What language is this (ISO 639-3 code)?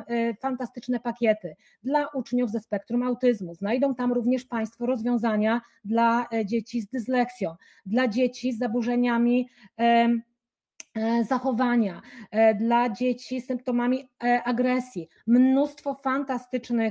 pol